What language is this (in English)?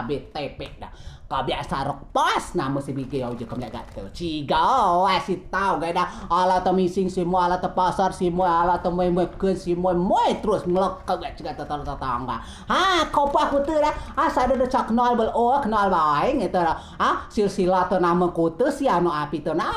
Rejang